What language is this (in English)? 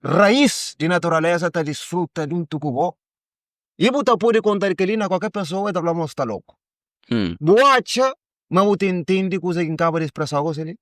Kabuverdianu